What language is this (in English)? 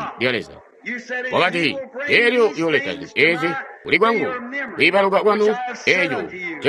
Tonga (Zambia)